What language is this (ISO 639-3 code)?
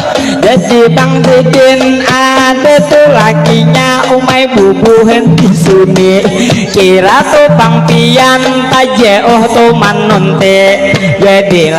bjn